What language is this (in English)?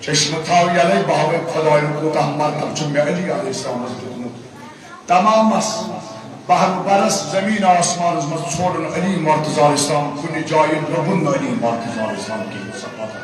Kashmiri